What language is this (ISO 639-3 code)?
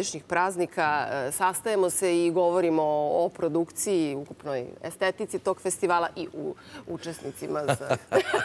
srp